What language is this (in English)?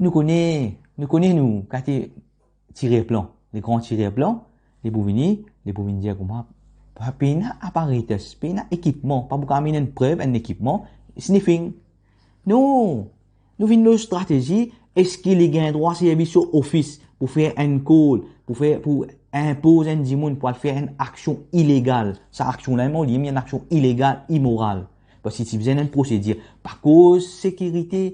Morisyen